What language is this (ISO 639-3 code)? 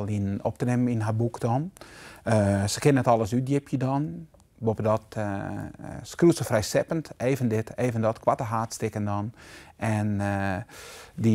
fry